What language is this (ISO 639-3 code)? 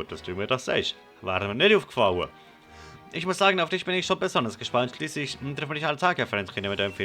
gsw